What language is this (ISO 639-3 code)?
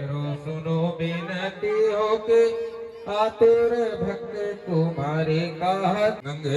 hne